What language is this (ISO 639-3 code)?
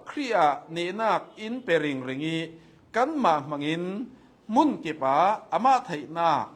cnh